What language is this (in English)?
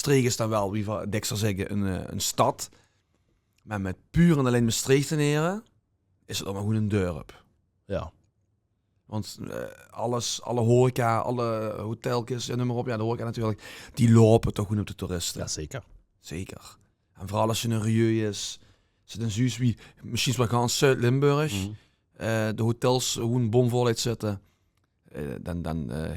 Limburgish